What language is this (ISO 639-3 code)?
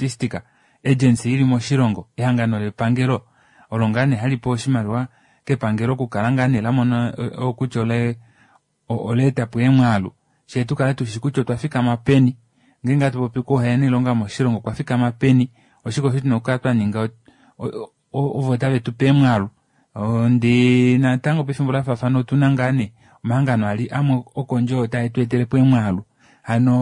kua